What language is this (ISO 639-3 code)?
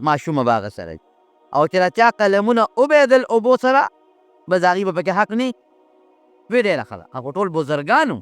pus